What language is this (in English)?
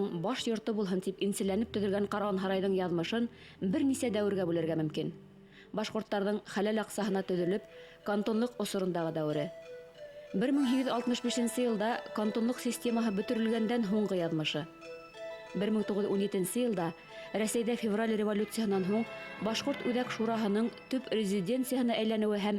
Bashkir